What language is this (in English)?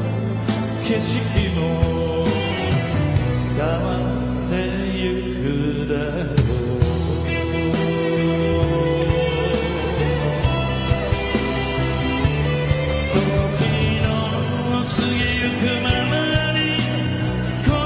Japanese